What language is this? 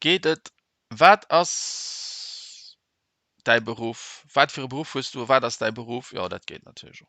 Luxembourgish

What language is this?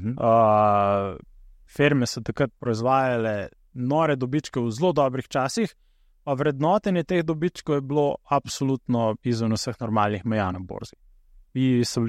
Slovenian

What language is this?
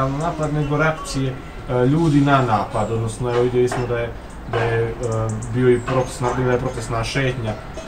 Bosnian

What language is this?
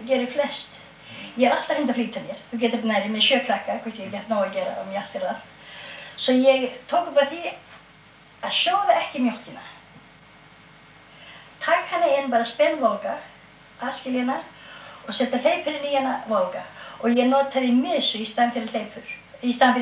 Icelandic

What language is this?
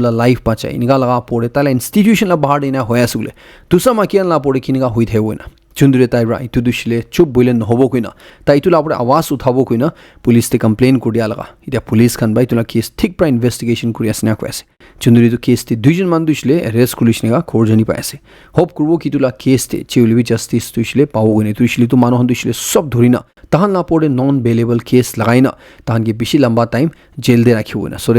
Naga Pidgin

